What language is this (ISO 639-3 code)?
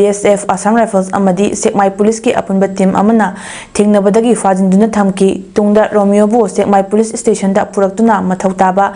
mni